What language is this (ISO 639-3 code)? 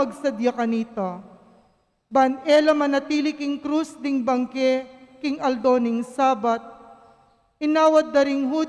pam